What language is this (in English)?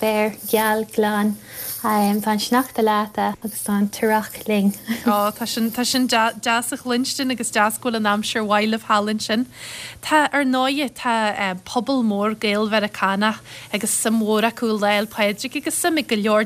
Irish